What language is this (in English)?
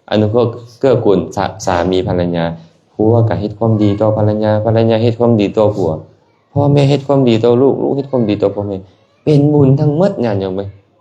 Lao